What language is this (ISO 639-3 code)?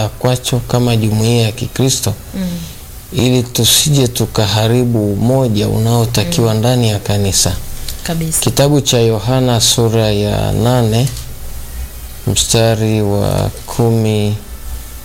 swa